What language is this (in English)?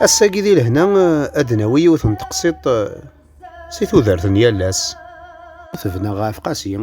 Kabyle